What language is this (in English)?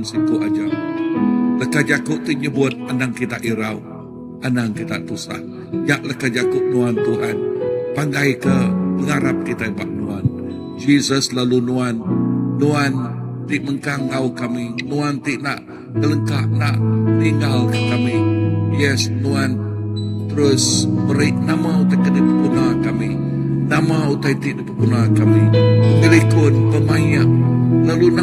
Iban